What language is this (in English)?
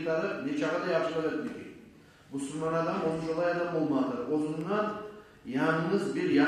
Kumyk